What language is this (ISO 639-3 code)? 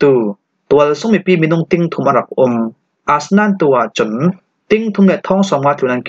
cfm